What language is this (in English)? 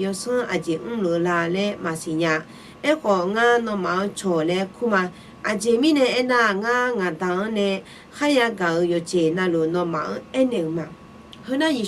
Akha